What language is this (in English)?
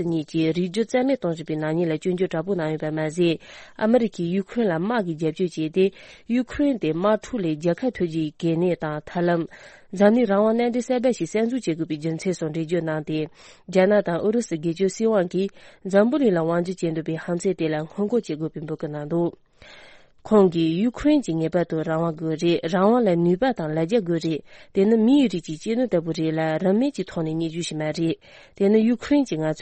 Tibetan